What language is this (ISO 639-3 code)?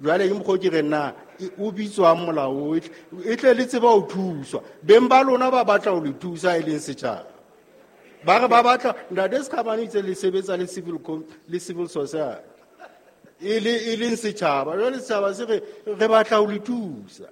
sot